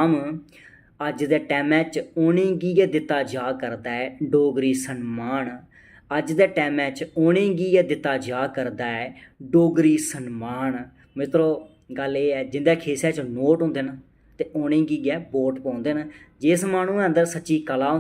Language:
Dogri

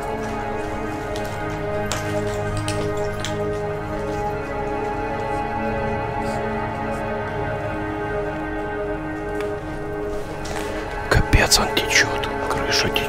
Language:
Russian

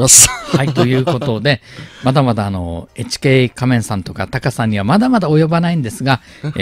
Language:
Japanese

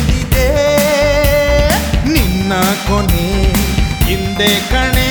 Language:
Kannada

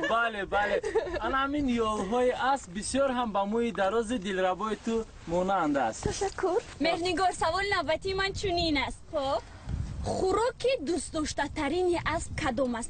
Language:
Tajik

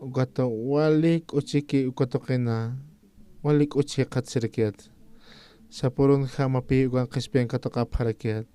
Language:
Aymara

